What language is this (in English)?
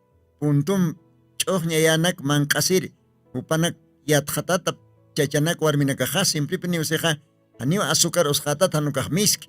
Aymara